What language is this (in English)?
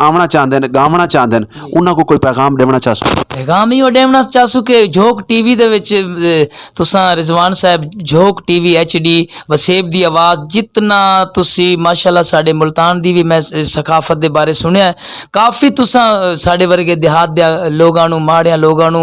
Saraiki